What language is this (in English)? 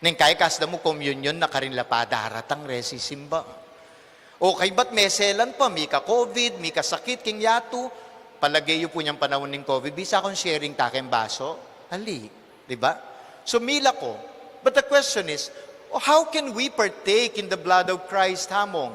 Pampanga